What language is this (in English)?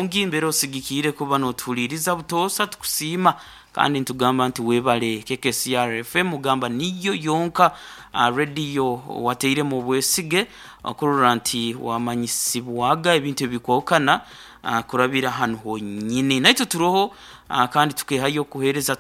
Nyoro